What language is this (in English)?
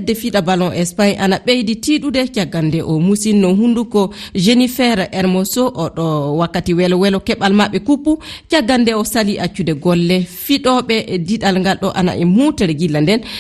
Fula